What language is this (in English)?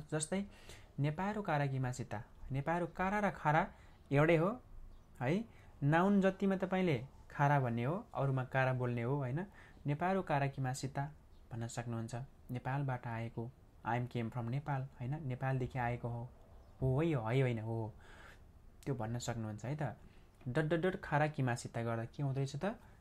Nepali